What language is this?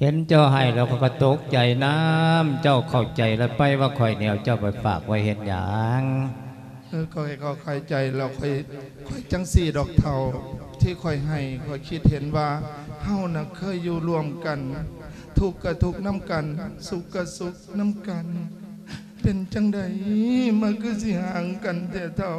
Lao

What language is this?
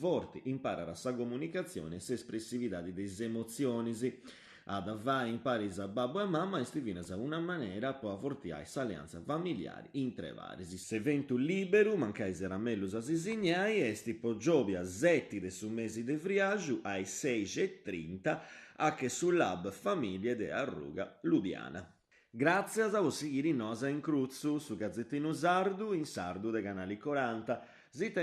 Sardinian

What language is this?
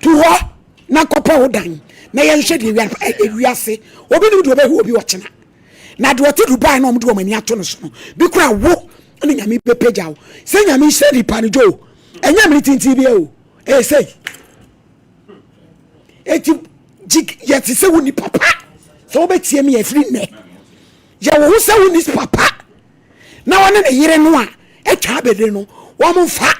Akan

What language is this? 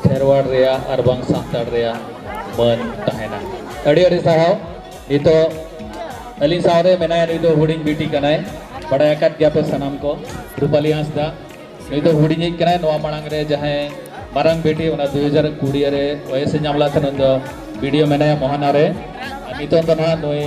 Santali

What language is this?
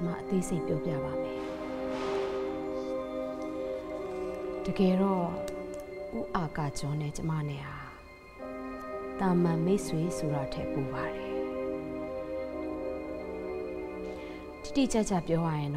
Burmese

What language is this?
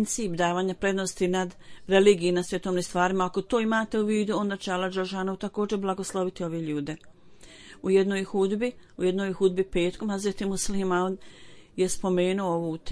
Bosnian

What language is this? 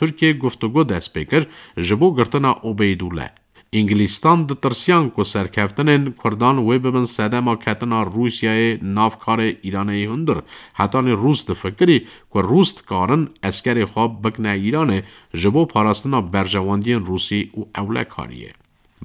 Kurdish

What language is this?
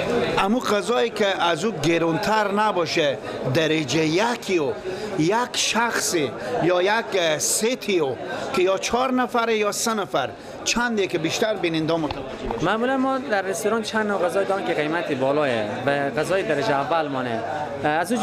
Persian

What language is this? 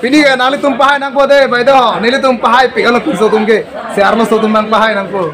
Karbi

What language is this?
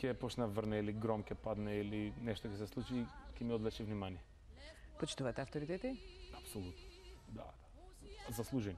Macedonian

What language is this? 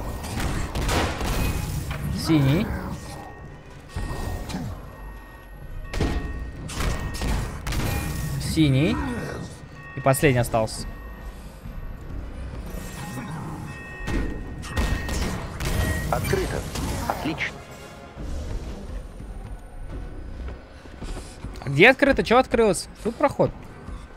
Russian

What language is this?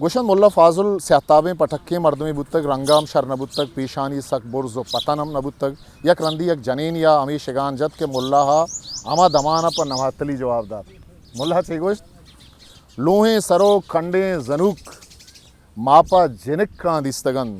Eastern Balochi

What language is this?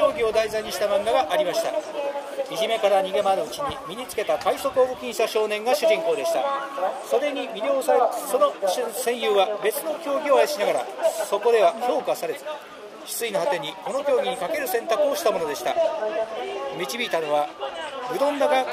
Japanese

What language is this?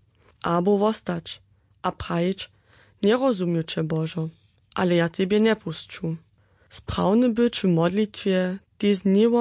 Upper Sorbian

